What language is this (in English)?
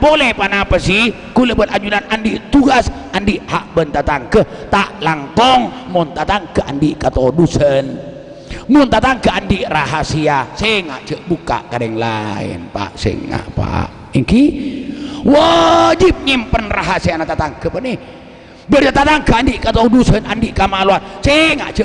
Madurese